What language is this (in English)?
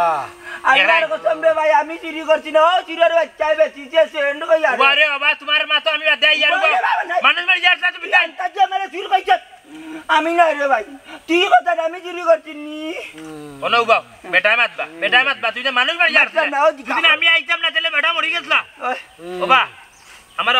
Sylheti